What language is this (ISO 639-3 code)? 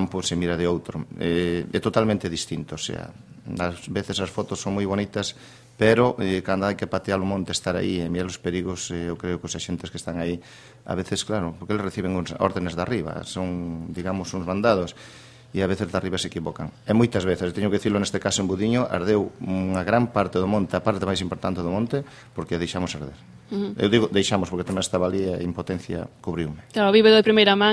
glg